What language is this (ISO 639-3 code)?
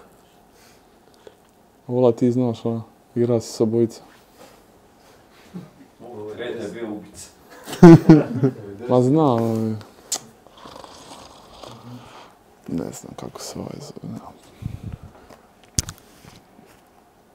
hrv